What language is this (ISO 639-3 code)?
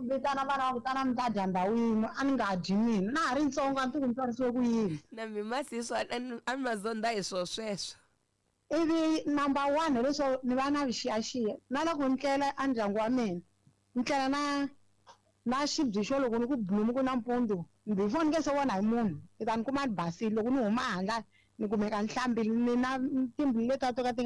tso